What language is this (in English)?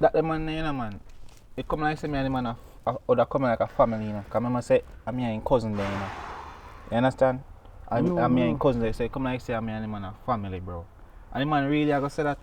Jamaican Creole English